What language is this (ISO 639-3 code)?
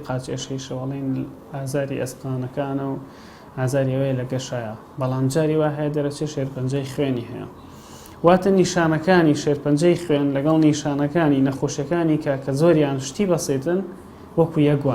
ckb